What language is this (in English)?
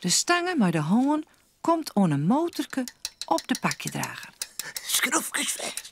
Western Frisian